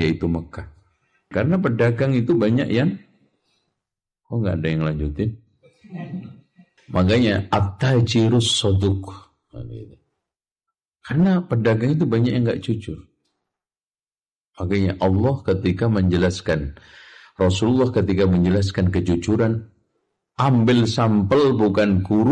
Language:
Indonesian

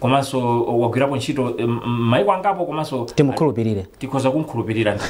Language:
Nyanja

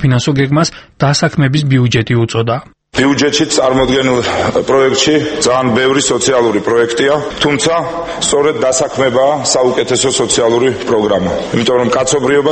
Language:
Georgian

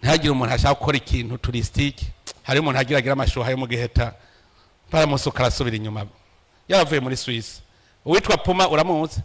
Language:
Rundi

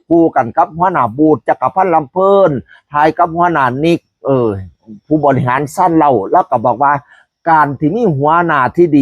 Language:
Northeastern Thai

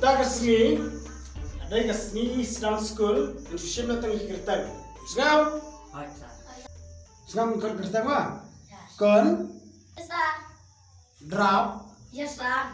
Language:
Khasi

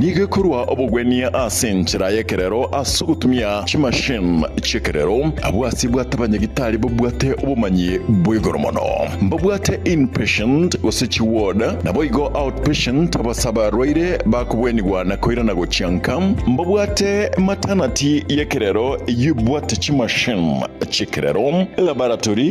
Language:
Gusii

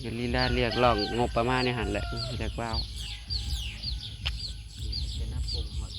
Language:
Northeastern Thai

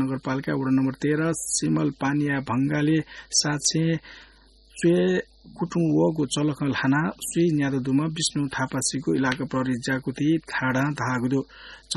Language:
Newari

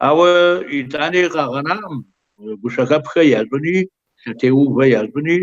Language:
Kabardian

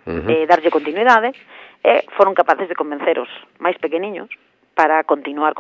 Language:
Galician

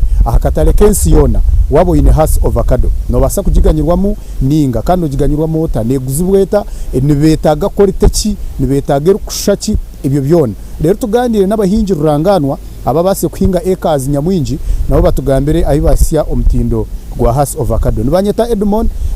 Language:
Nyankole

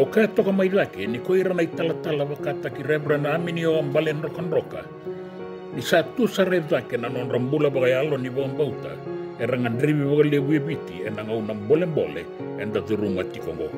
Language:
Fijian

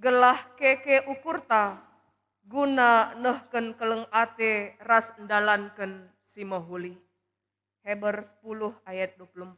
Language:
Batak Karo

